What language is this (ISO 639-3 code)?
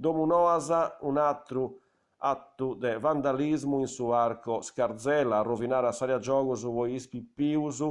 srd